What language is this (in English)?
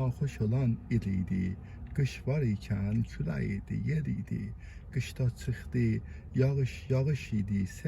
South Azerbaijani